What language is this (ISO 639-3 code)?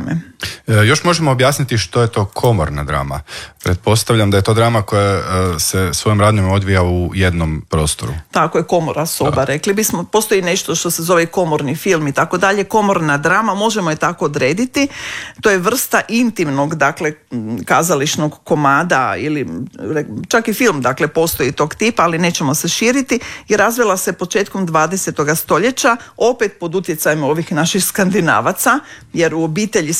hrv